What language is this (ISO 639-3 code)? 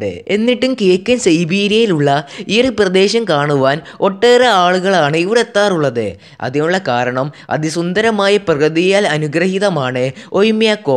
mal